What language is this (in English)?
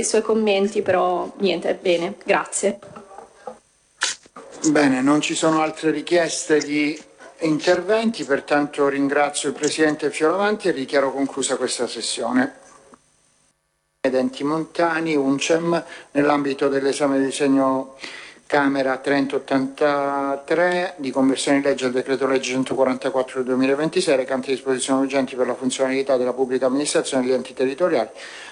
Italian